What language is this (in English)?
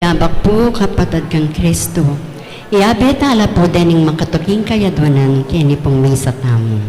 Pampanga